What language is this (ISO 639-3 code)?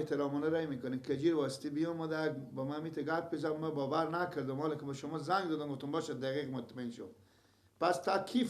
fas